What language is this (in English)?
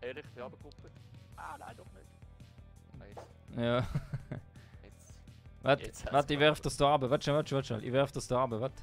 Swiss German